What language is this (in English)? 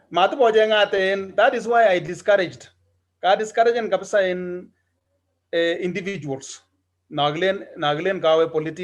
Kalenjin